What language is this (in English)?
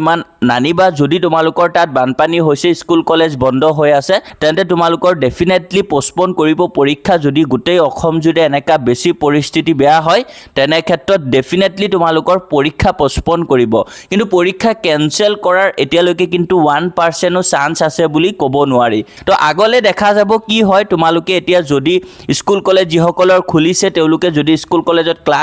Assamese